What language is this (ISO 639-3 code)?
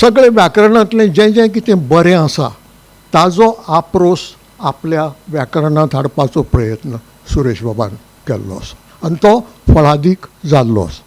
kok